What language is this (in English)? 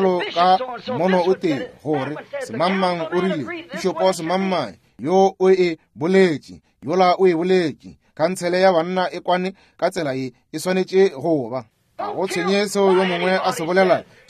Northern Sotho